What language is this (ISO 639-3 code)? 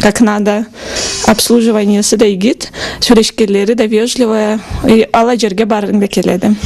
krc